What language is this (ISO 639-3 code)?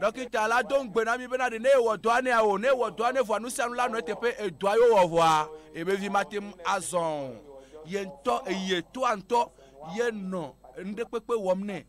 ewe